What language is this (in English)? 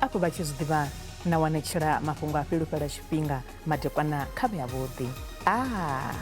Venda